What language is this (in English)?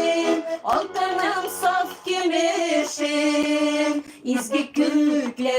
Tatar